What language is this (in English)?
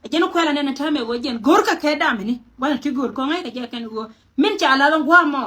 Nuer